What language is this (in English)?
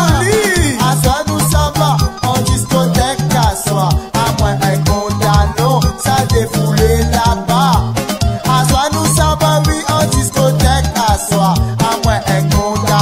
Réunion Creole French